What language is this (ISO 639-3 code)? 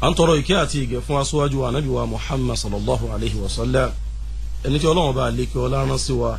yor